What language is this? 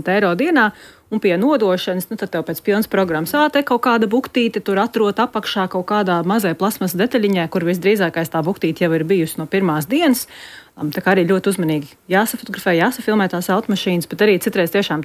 Latvian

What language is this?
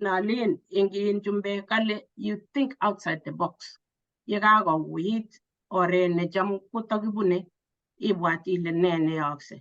Kalenjin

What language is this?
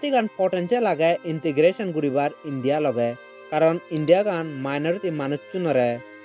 Chakma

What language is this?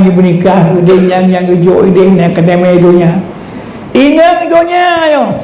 Achinese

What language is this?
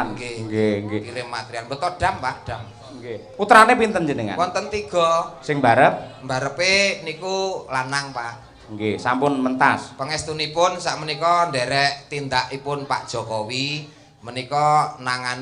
Javanese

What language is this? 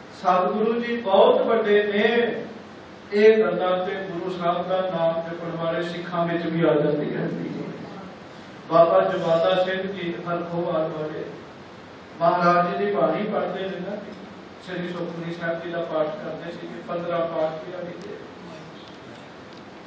Punjabi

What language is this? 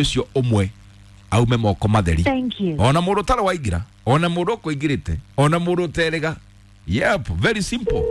Kikuyu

